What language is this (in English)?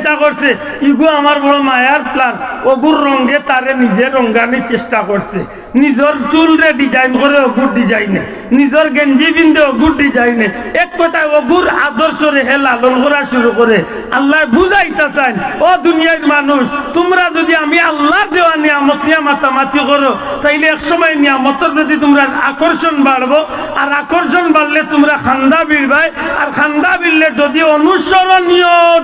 Sylheti